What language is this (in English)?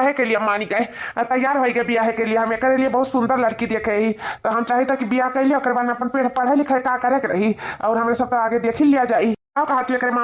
Awadhi